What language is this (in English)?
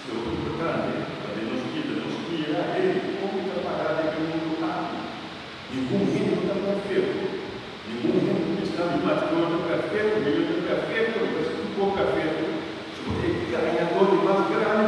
Papiamento